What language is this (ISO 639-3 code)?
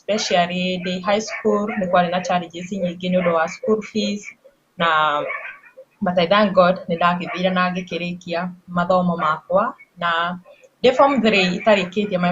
kik